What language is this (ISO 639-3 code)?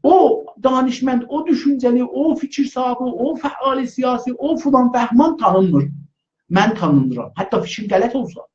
azb